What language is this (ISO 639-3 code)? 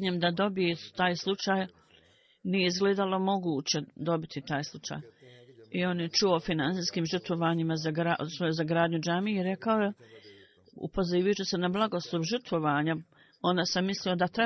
bos